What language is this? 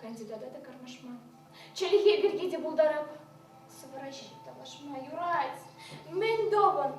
Chuvash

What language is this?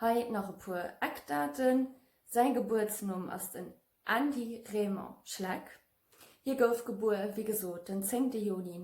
Luxembourgish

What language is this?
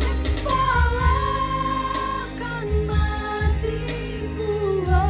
Toraja-Sa'dan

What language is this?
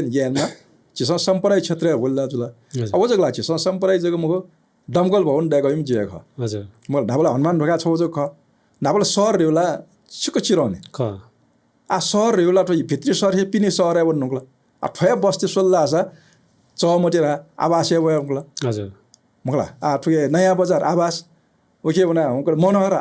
Newari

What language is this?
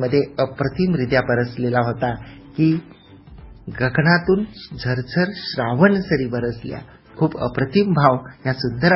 Marathi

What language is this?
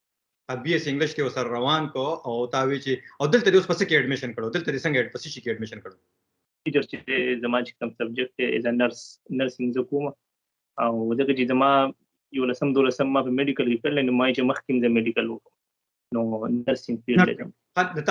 Pashto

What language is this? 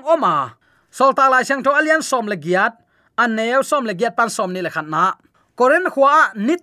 Tedim Chin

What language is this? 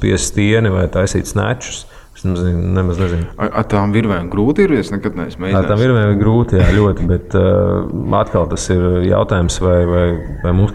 Latvian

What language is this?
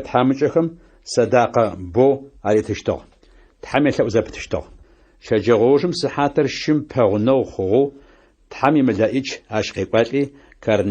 Adyghe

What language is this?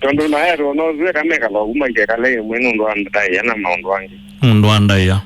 Kamba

